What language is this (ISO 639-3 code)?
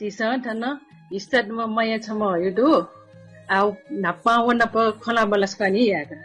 new